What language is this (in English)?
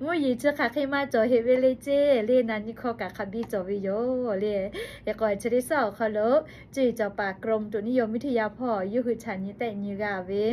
Lahu